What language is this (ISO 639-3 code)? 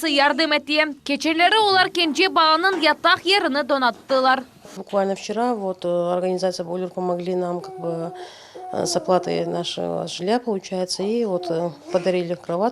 crh